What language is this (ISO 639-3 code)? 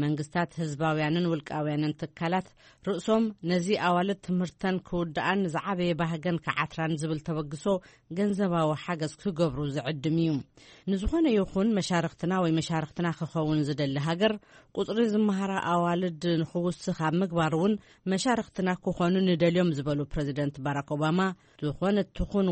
tir